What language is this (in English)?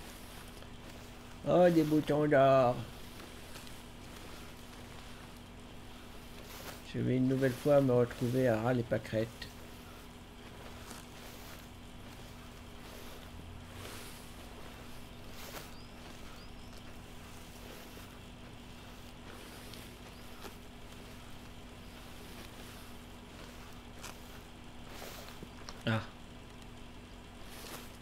French